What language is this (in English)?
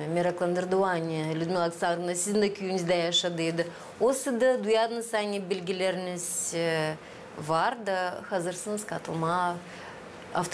Gagauz